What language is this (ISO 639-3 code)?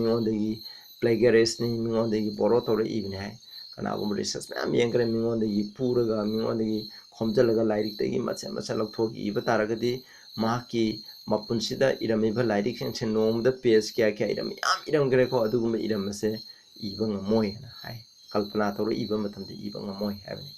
mni